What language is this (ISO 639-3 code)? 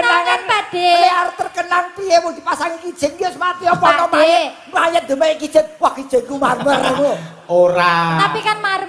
jav